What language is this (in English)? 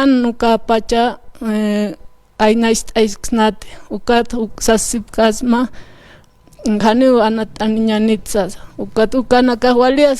Aymara